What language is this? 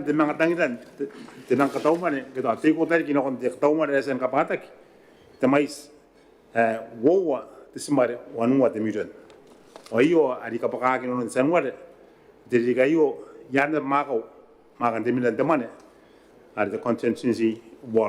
Gilbertese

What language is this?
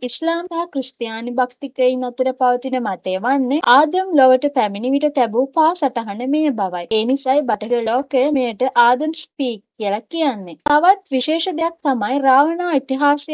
Sinhala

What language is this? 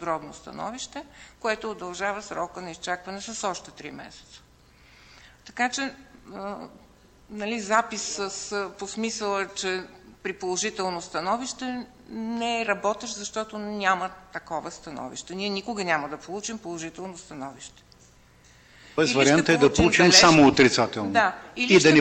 Bulgarian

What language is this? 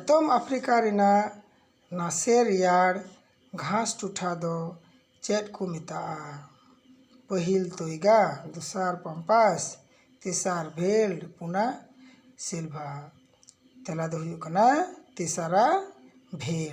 Santali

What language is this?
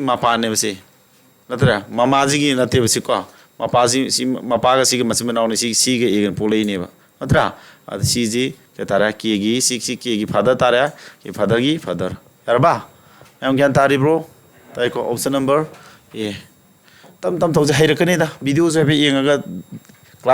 Manipuri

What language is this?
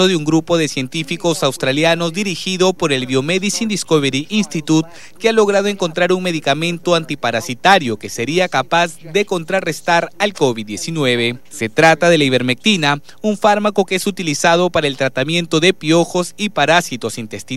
Spanish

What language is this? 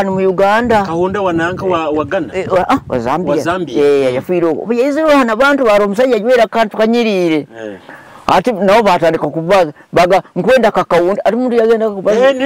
Nyoro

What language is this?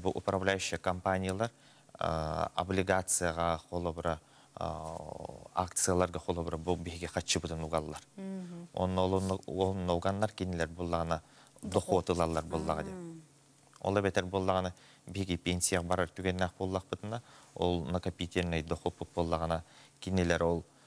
Yakut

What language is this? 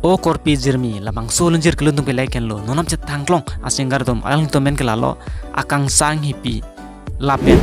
Karbi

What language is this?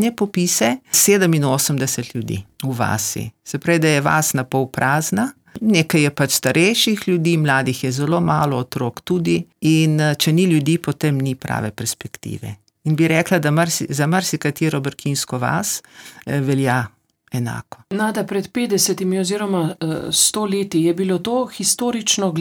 Slovenian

